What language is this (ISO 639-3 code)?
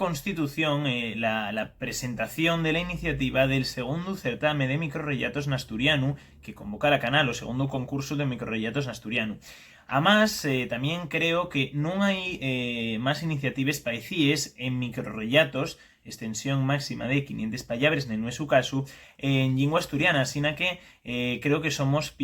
ast